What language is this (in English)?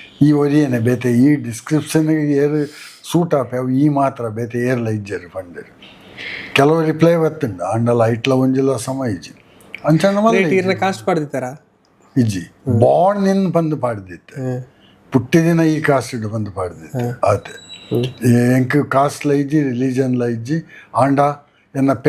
Tulu